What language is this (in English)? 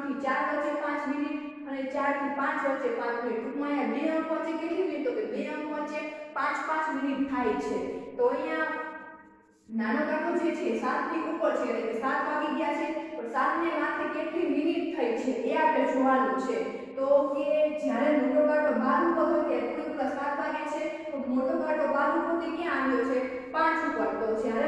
Gujarati